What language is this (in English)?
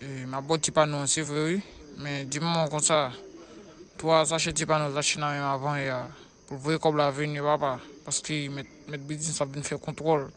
Haitian Creole